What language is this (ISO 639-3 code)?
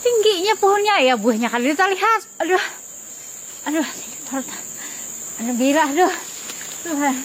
bjn